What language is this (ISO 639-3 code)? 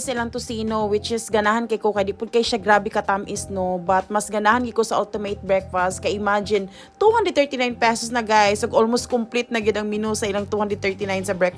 ceb